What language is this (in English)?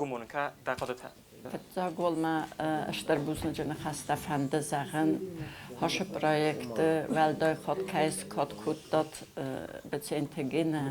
Ossetic